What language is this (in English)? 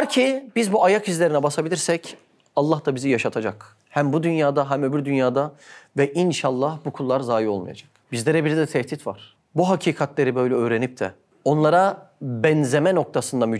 Turkish